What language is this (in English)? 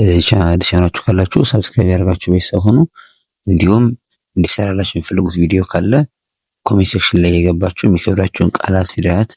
Amharic